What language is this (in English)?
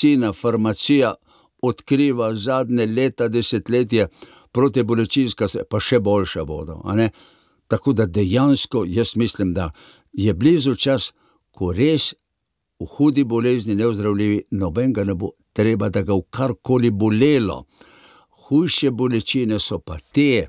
Slovenian